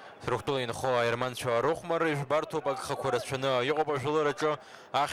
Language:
Abkhazian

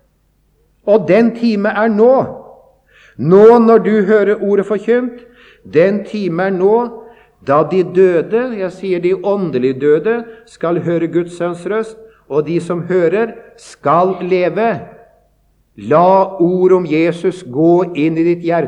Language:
Norwegian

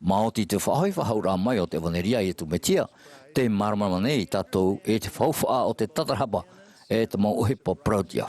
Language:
Tahitian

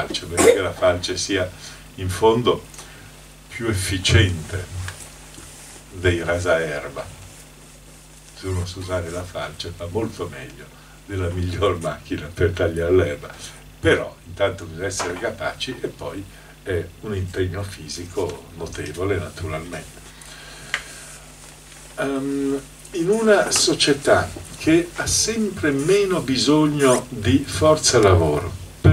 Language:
Italian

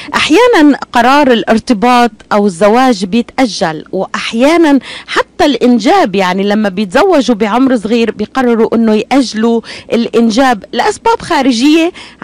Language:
North Levantine Arabic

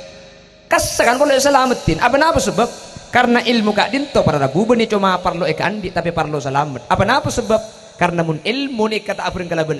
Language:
Madurese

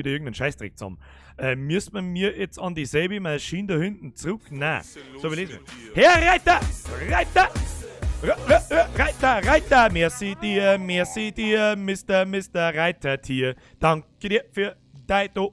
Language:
Bavarian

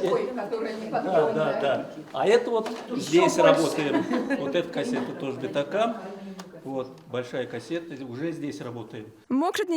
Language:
Erzya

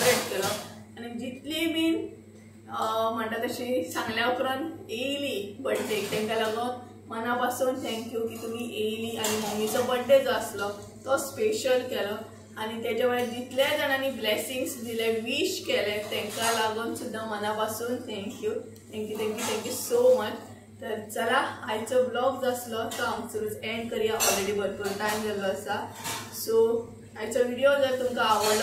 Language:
Konkani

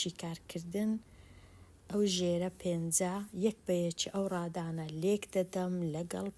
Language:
Central Kurdish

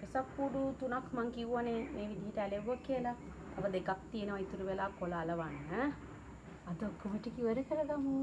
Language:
Sinhala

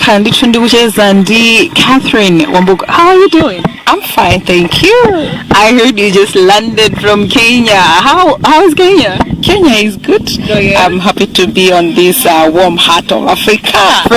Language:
Nyanja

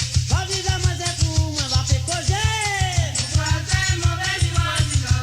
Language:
Morisyen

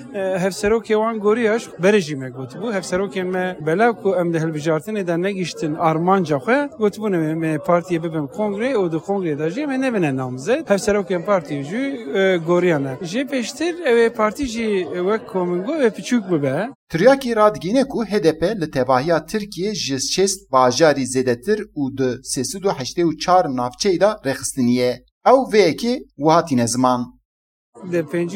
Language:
Kurdish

